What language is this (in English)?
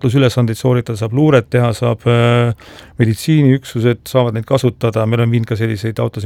Estonian